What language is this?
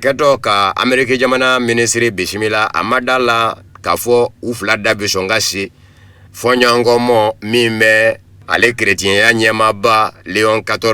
Bambara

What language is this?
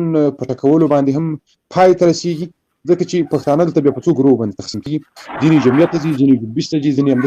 Pashto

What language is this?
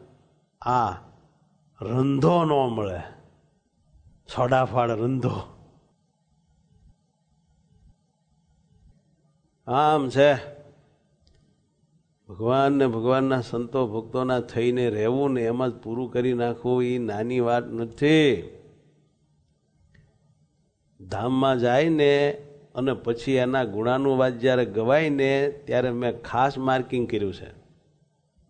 Gujarati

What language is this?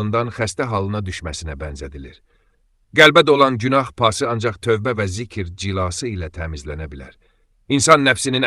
Azerbaijani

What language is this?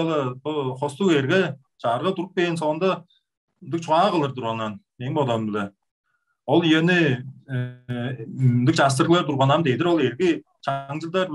Tuvinian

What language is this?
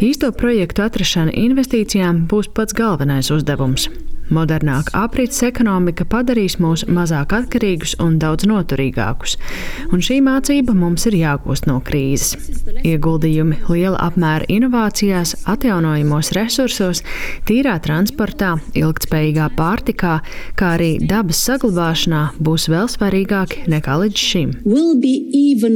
Latvian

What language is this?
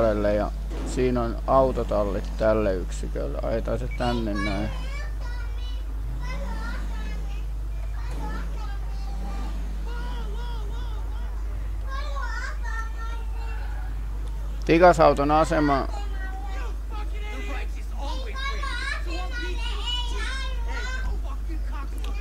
Finnish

